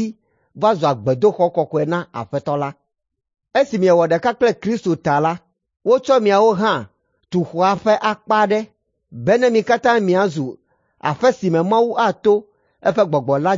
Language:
Ewe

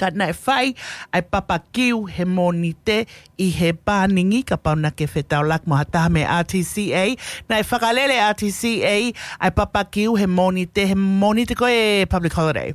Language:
Tongan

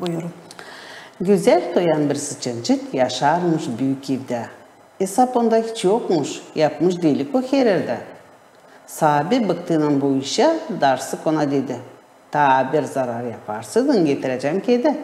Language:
Gagauz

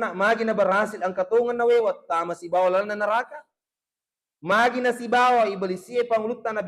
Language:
Buginese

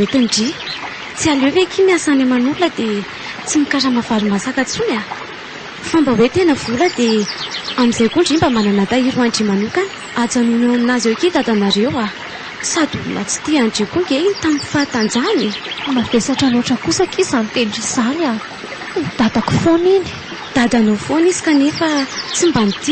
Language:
Malagasy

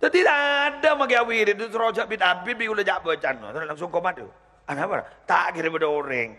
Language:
Madurese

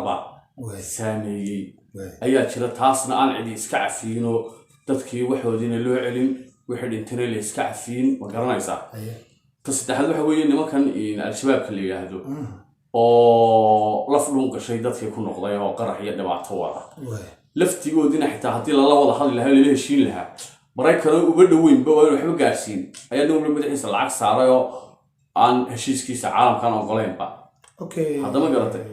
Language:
Somali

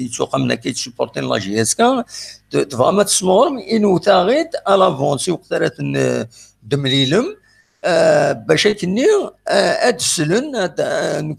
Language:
Kabyle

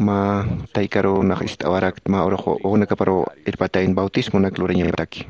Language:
Aymara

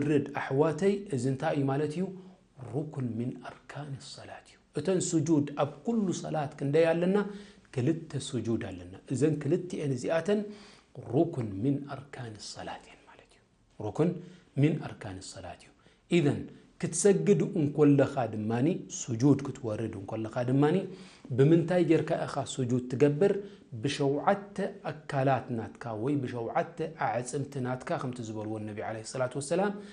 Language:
Tigrinya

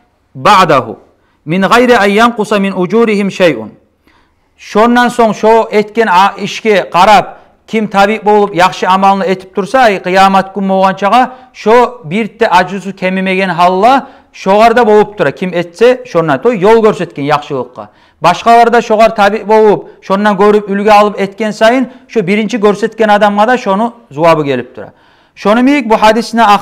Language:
Kumyk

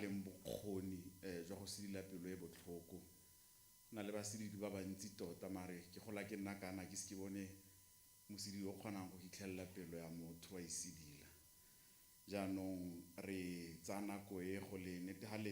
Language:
Tswana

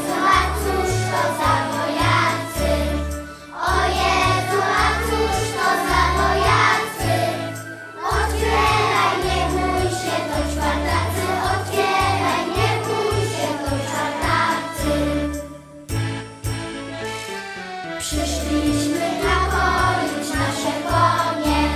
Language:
Polish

